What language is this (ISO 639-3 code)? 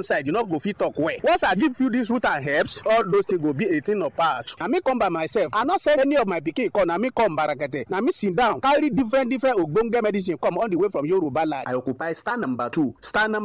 pcm